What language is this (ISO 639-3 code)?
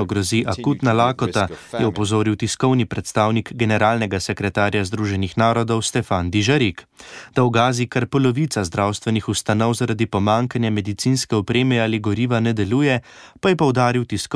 slv